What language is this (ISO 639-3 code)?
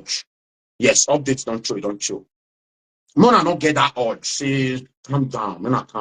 pcm